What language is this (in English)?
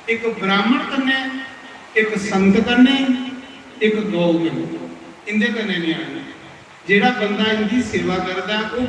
Dogri